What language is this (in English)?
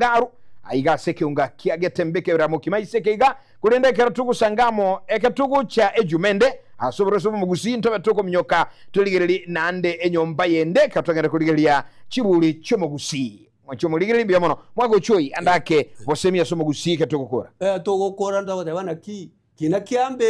Gusii